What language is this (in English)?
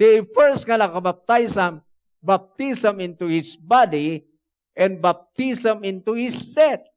Iloko